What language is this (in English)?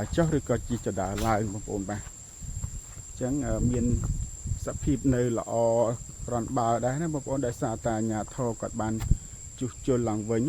Khmer